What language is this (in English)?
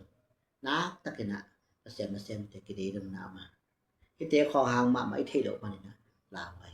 Tedim Chin